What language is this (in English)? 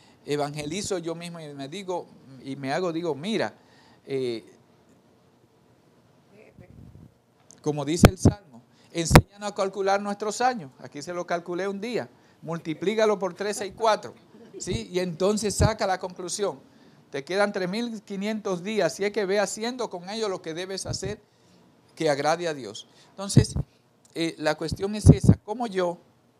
Spanish